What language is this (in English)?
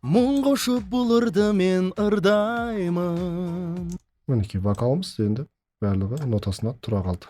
Kazakh